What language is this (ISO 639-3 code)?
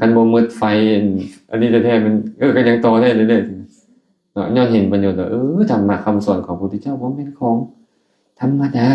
lao